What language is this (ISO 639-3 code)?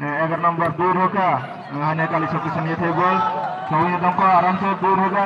trp